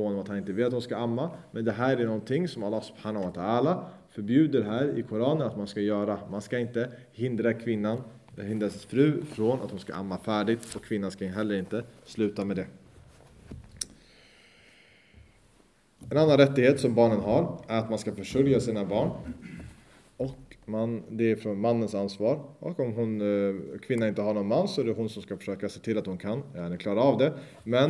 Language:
Swedish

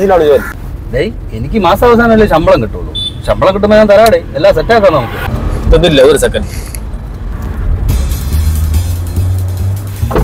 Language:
Malayalam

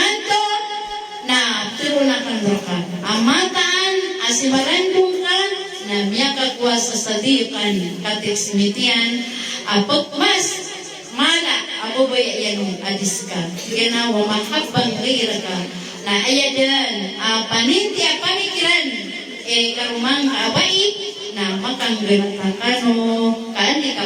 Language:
Maranao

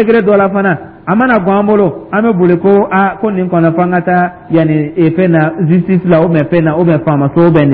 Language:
Dyula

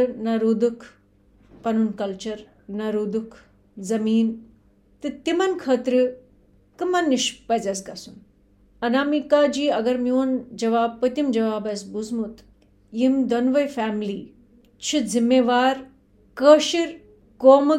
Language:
Kashmiri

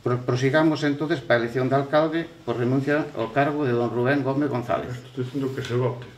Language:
Galician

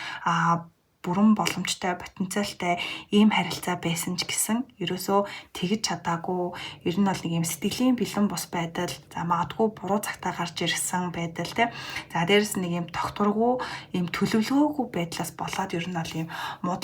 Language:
Mongolian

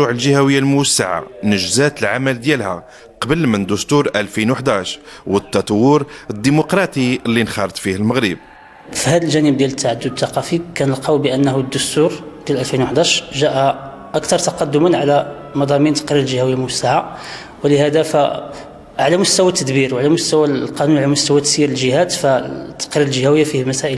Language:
Moroccan Arabic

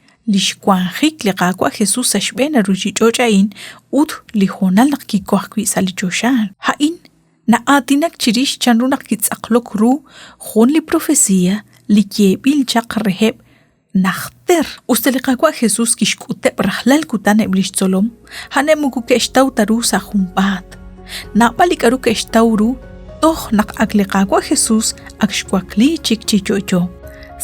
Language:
Kekchí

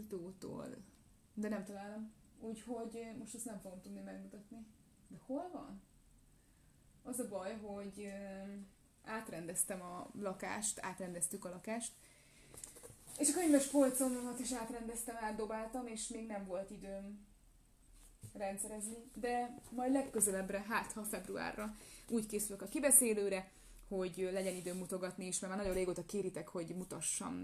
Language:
Hungarian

